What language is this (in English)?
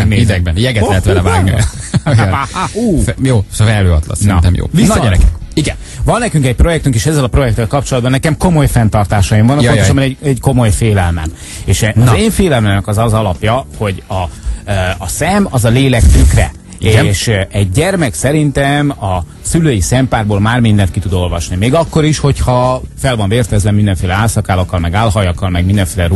Hungarian